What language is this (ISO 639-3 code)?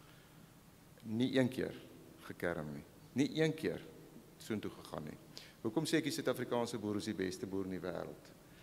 afr